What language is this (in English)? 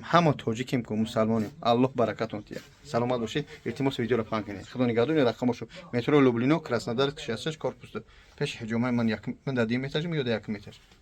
Tajik